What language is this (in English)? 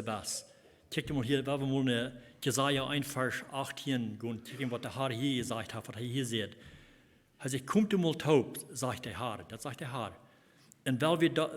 Plautdietsch